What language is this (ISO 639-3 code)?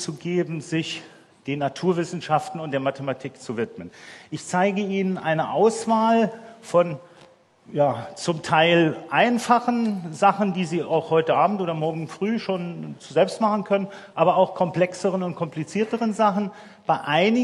deu